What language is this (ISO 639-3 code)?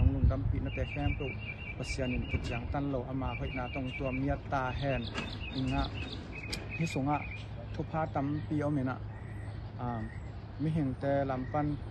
ctd